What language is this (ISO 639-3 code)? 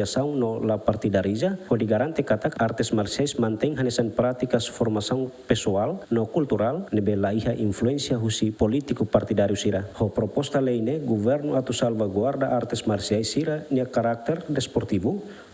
tet